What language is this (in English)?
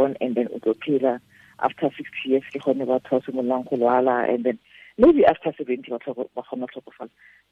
Tswana